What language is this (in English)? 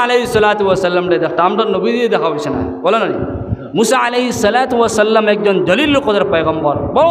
Sylheti